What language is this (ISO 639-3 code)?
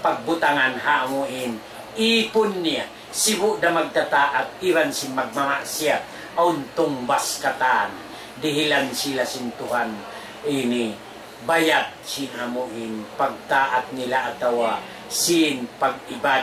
tsg